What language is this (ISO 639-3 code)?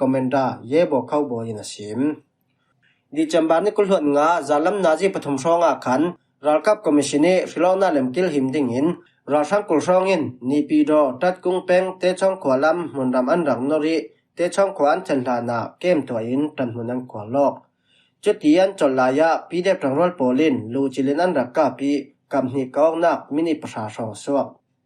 cfm